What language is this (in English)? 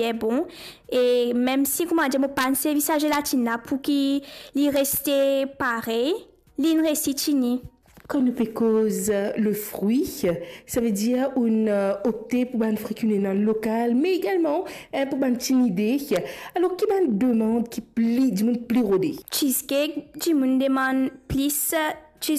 Morisyen